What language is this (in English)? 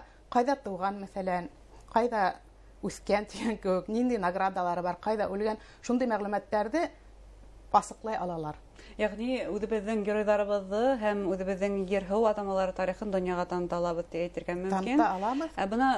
Bashkir